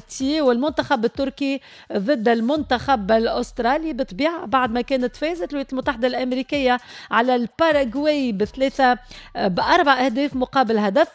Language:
Tunisian Arabic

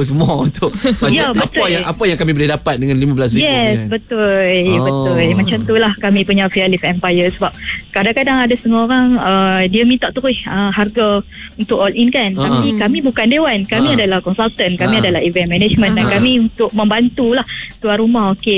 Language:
Malay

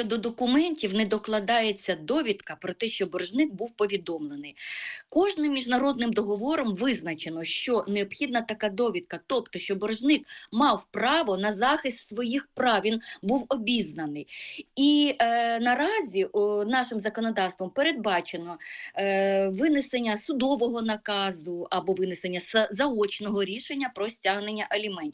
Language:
Ukrainian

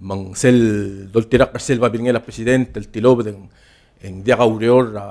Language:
Palauan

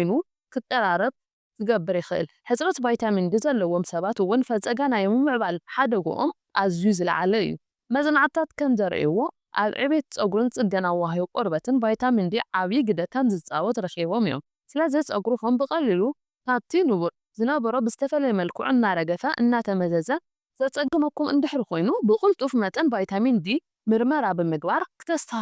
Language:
Tigrinya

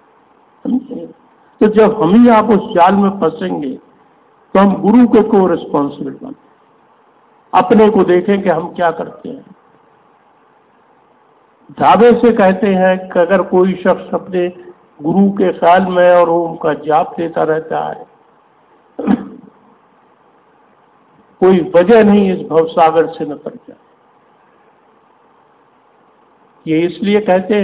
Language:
Hindi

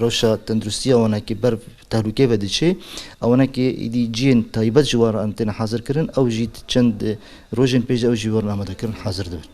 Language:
Kurdish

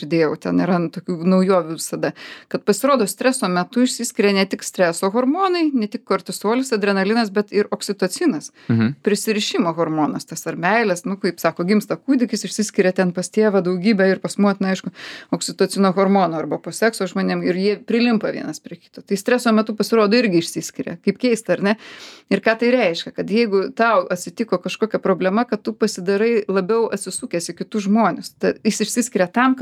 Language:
Lithuanian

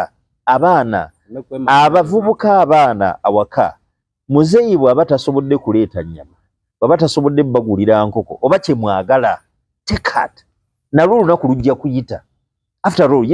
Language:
Ganda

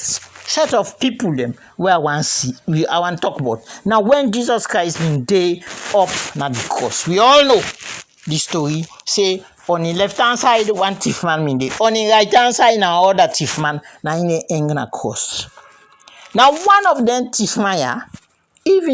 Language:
Krio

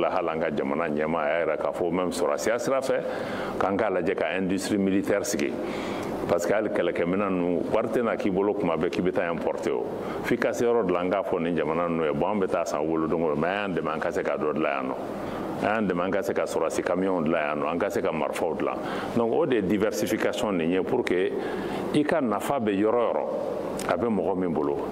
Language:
Bambara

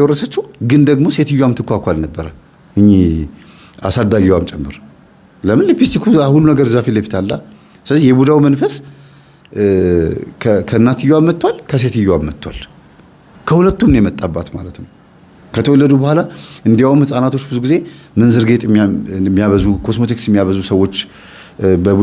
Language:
Amharic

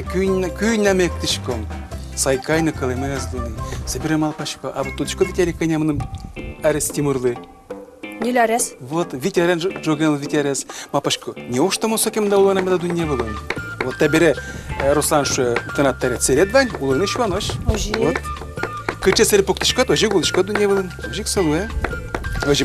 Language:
Udmurt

